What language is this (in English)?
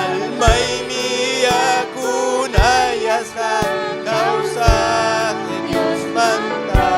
Ayacucho Quechua